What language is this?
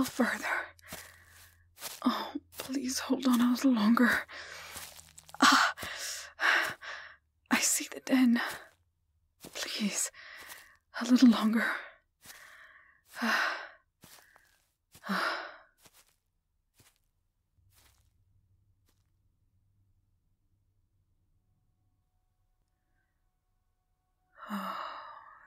English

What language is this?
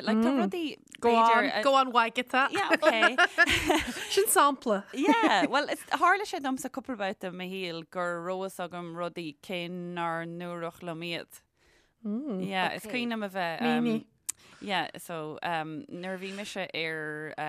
Irish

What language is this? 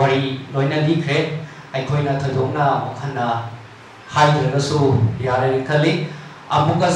Manipuri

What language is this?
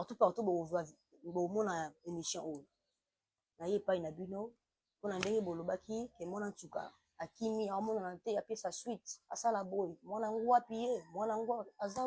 Lingala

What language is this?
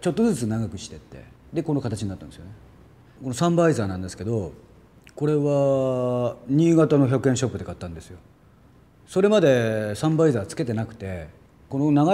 Japanese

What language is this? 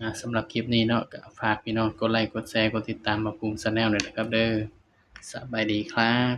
Northeastern Thai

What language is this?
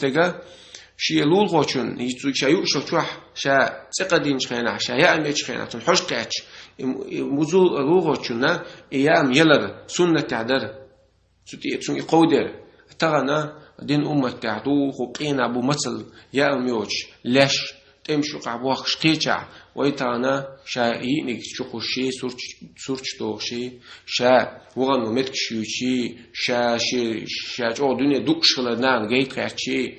Chechen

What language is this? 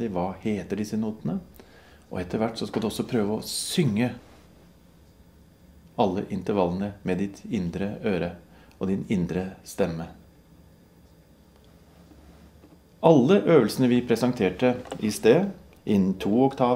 Norwegian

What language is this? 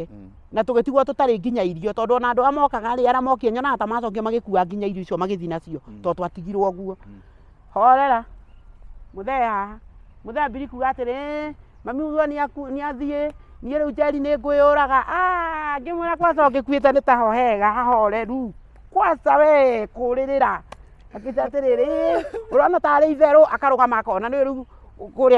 Kikuyu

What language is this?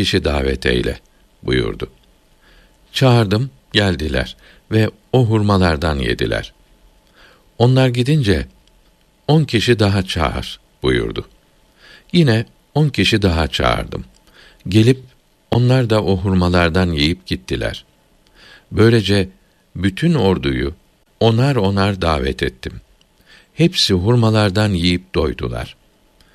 Turkish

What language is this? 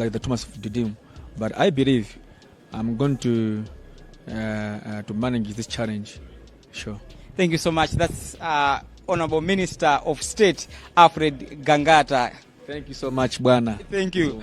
Nyanja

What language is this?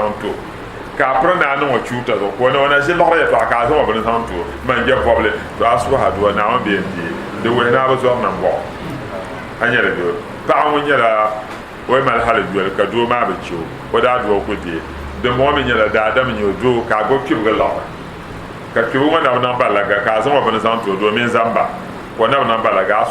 Dagbani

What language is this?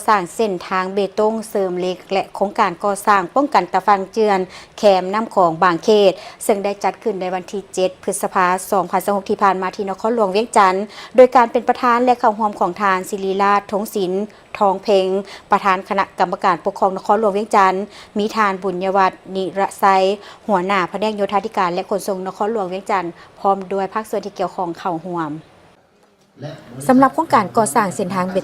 Lao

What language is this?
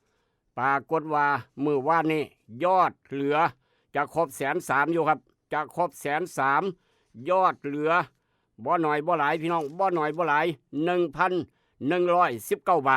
Northeastern Thai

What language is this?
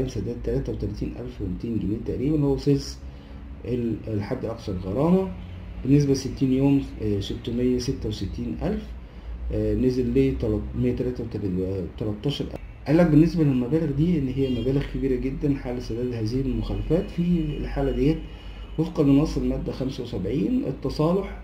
Egyptian Arabic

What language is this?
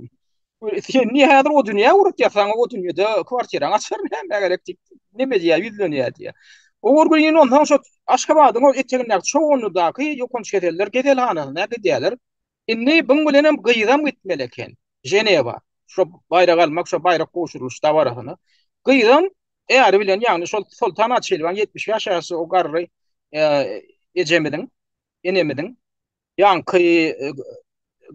Turkmen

